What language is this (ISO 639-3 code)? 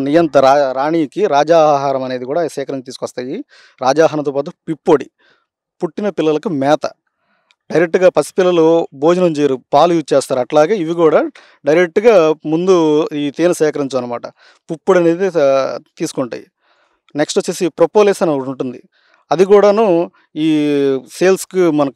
tel